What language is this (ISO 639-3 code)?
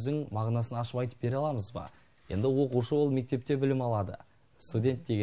kaz